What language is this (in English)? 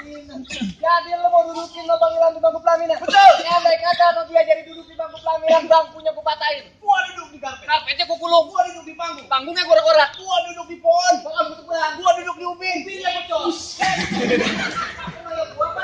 Betawi